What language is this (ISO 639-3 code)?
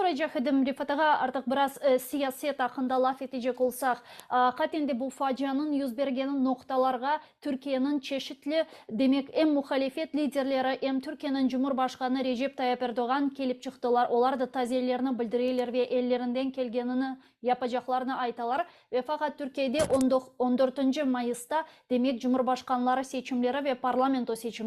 crh